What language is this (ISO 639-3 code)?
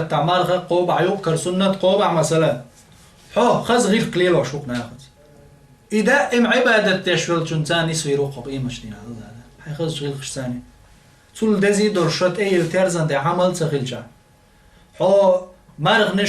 che